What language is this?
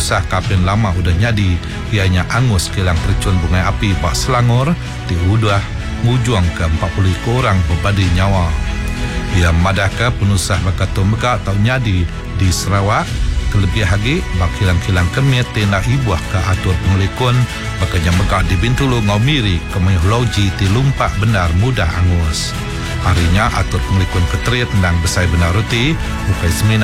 Iban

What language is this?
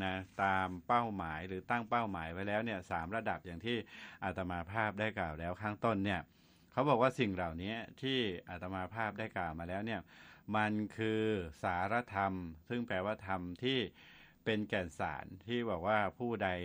Thai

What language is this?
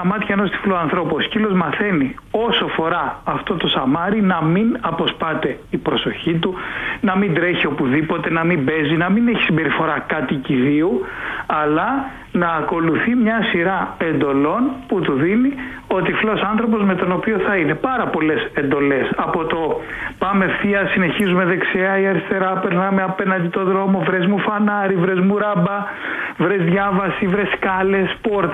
Greek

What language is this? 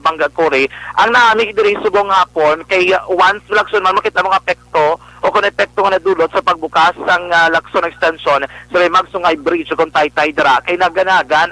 Hiligaynon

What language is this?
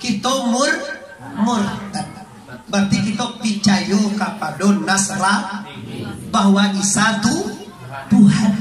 Minangkabau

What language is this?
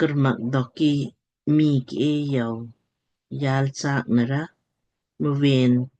Lamkang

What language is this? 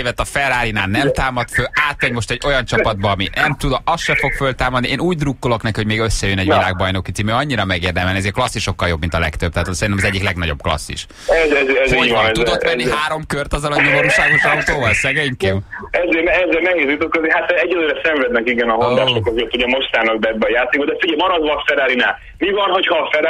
Hungarian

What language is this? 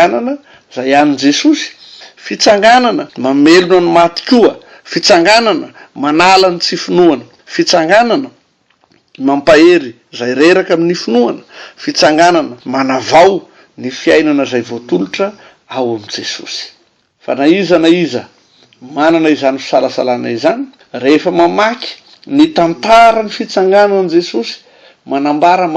Malagasy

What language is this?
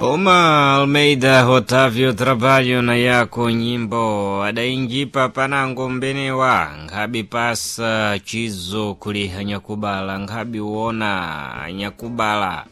Sena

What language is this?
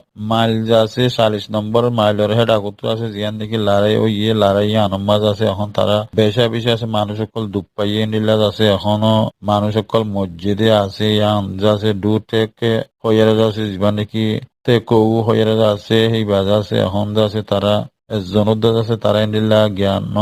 Rohingya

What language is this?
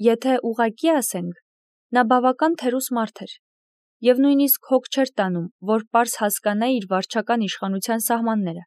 Armenian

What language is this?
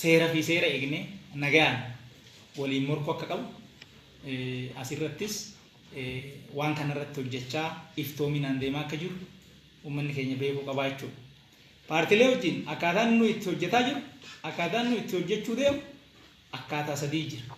Oromo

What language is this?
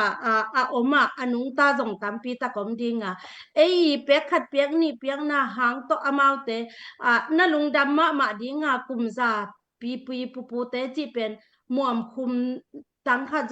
Tedim Chin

